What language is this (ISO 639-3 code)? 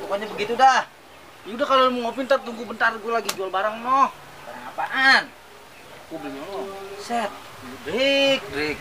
bew